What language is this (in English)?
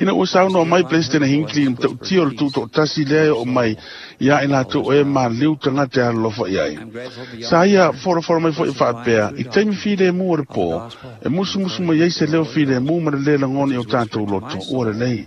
Samoan